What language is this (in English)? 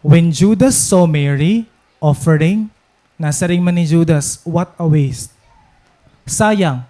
Waray